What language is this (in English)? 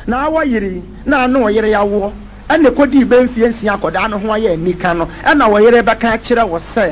Akan